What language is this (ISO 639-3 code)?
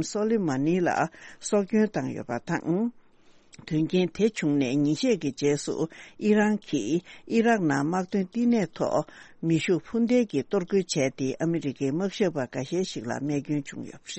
bod